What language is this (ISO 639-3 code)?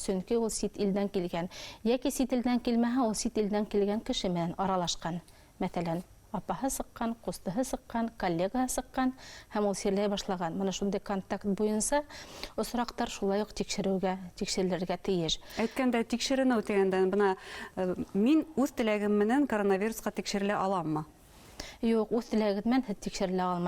bak